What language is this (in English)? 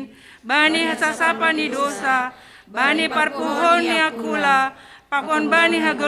Batak Simalungun